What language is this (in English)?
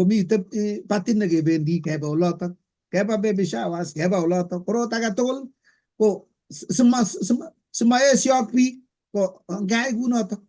Kalenjin